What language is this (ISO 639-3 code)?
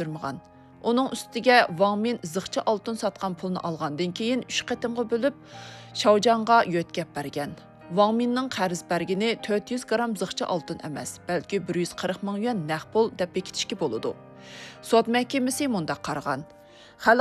uig